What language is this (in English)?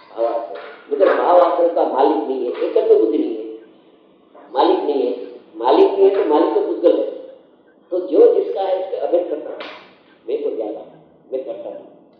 Gujarati